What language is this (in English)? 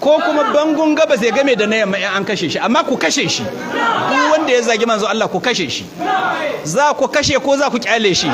Hausa